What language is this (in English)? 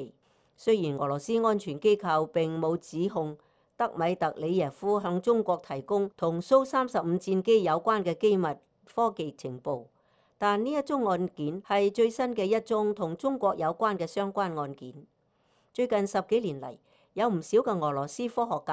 Cantonese